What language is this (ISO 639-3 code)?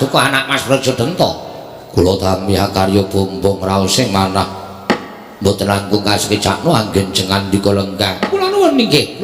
jav